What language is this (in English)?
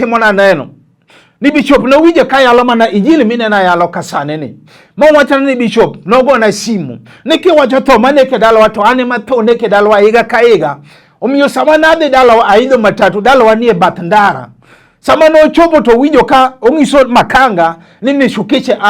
Luo (Kenya and Tanzania)